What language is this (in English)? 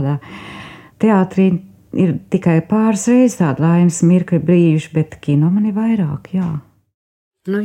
Latvian